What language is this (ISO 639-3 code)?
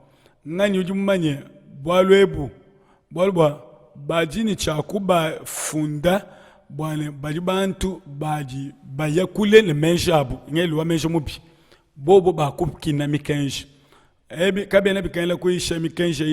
lua